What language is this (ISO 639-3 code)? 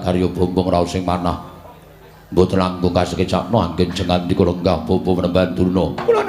jav